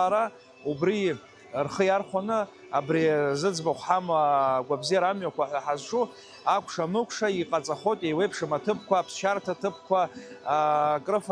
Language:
Abkhazian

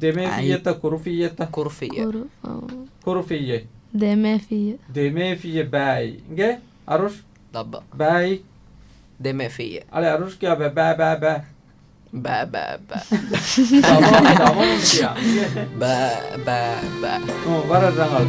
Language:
Divehi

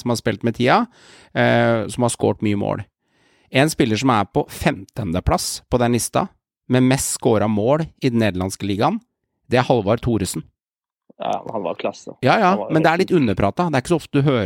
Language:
Norwegian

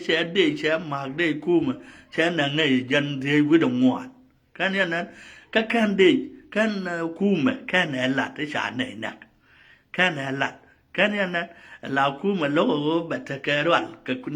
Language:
Nuer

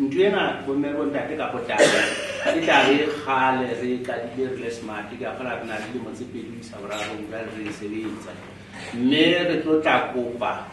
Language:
Southern Sotho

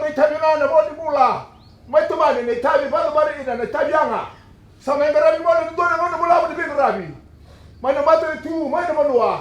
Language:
Fijian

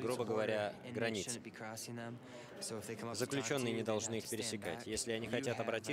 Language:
Russian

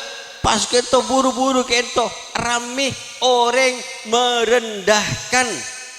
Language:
Madurese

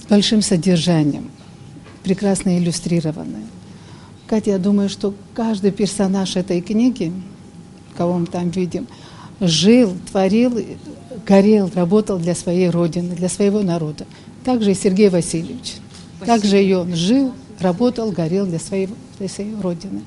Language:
Abkhazian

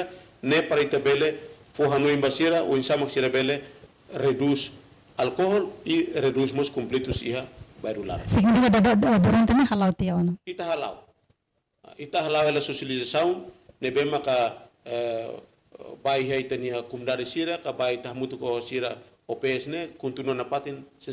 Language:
Tetum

